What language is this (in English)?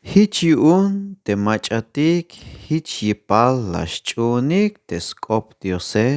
Tzeltal